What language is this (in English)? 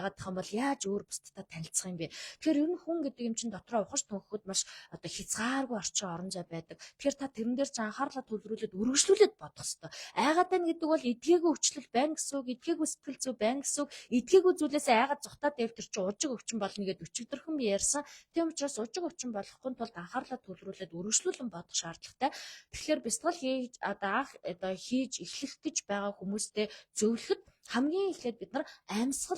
Mongolian